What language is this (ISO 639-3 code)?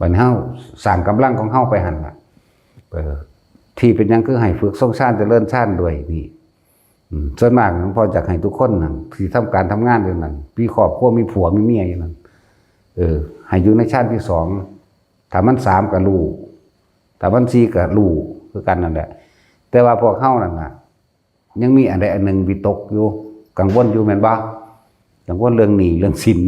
tts